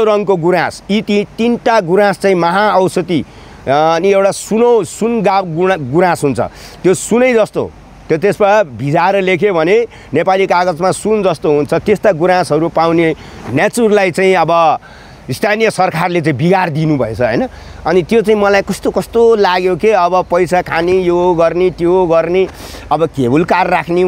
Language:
Nepali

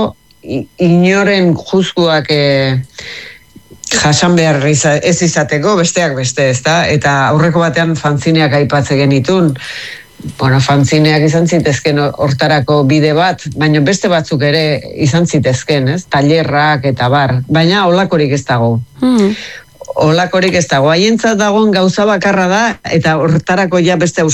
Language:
Basque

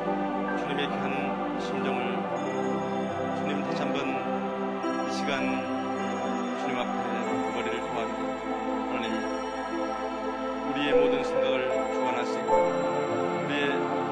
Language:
Korean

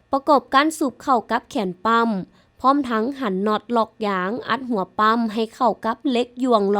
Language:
Lao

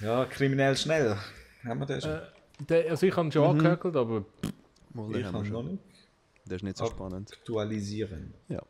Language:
Swiss German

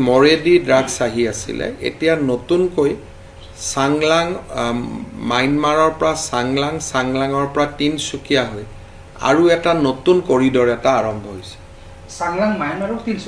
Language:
Assamese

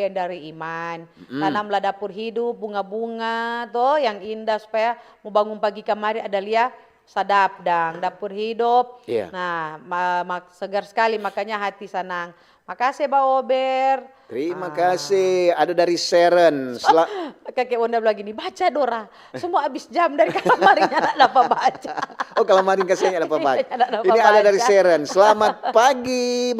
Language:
Manado Malay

